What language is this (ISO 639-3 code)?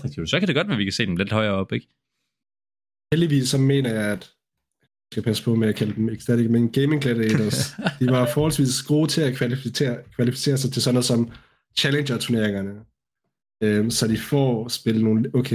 dan